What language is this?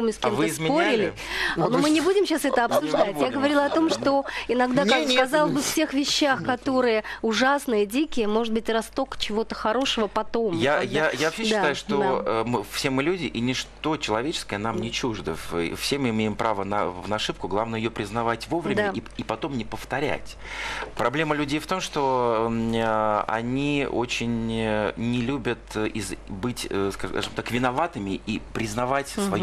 Russian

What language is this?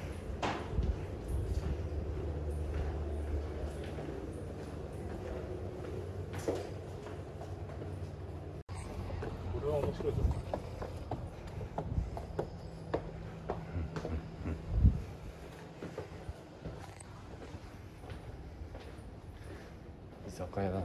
Japanese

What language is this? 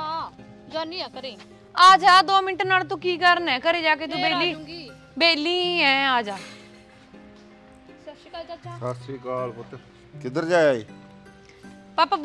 Punjabi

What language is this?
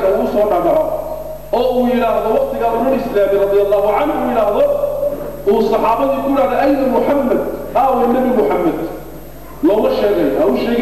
Somali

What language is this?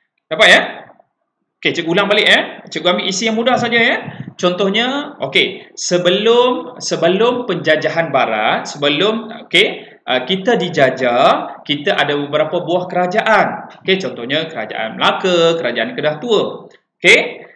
Malay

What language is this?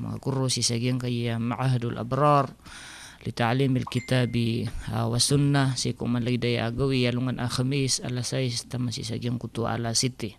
Maranao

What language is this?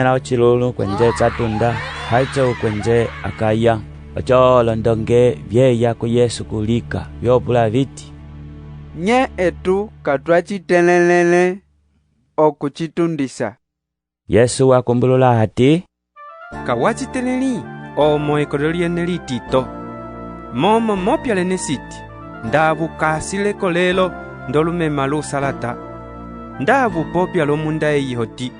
Umbundu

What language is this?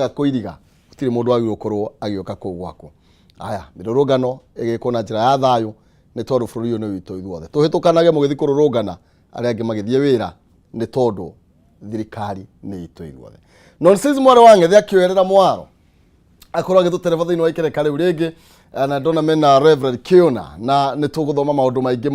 Kikuyu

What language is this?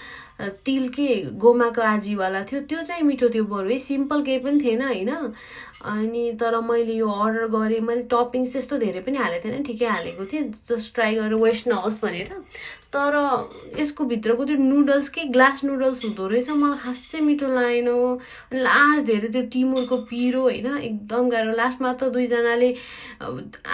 Nepali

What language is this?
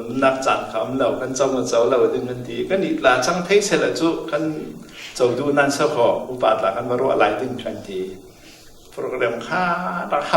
Falam Chin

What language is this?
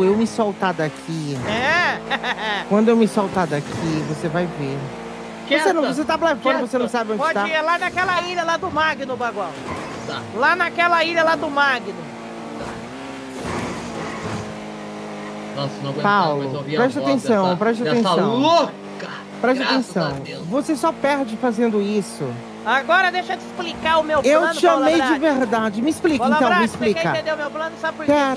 Portuguese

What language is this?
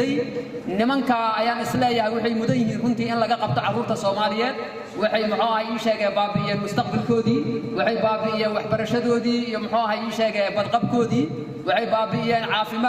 Somali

